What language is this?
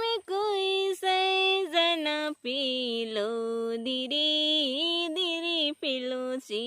Kurukh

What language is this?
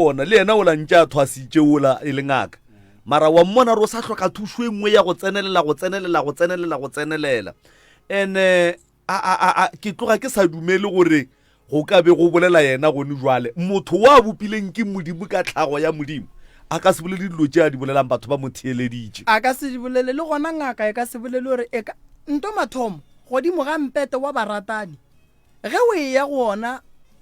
Northern Sotho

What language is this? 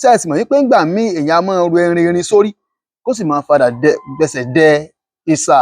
Yoruba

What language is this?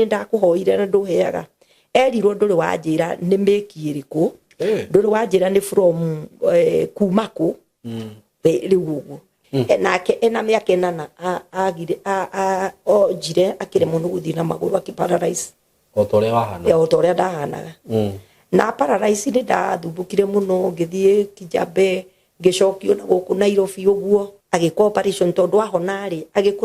Kikuyu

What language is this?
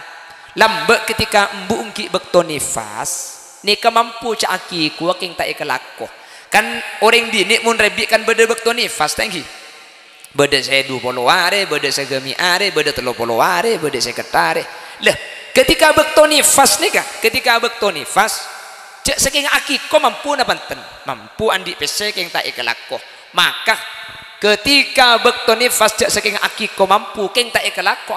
Madurese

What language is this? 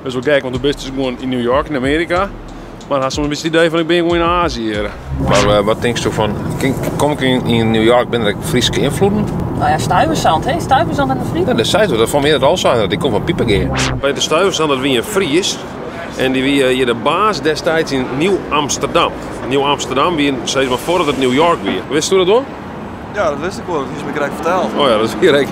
Western Frisian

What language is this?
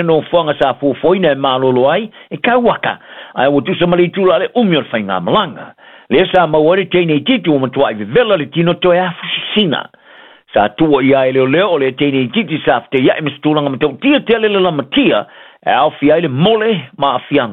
Samoan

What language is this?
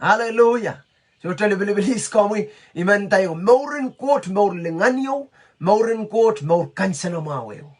Pohnpeian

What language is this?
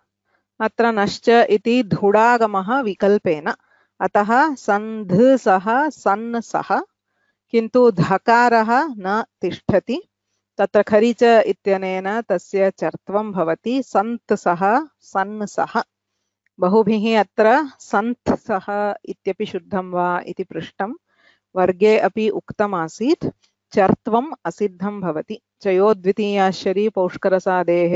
Sanskrit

